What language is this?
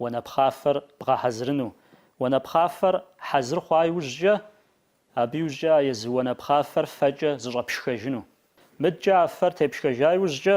Kabardian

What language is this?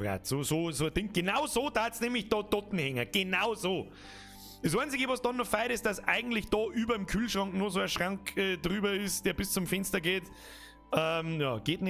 Bavarian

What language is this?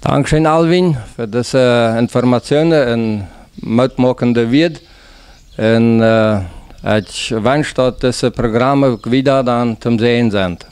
Plautdietsch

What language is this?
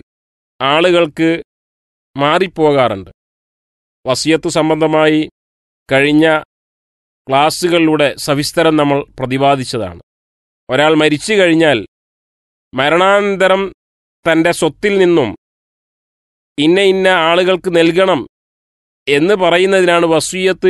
Malayalam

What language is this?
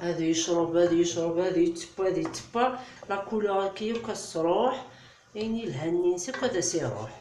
Kabyle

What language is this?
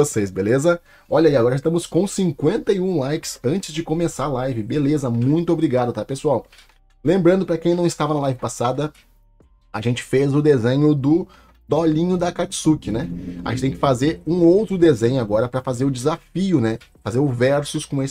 Portuguese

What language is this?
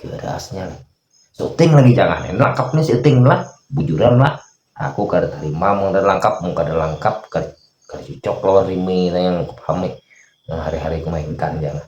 Banjar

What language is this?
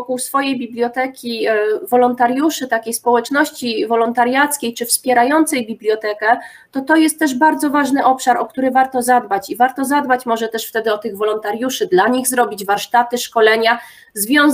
Polish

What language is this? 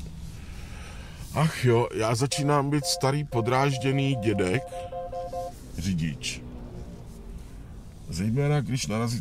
Czech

